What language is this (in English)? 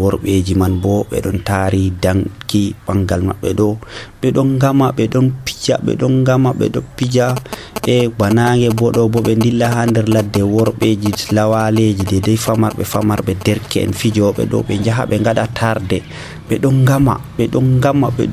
Nigerian Fulfulde